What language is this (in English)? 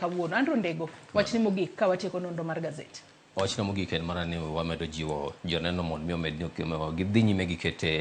Luo (Kenya and Tanzania)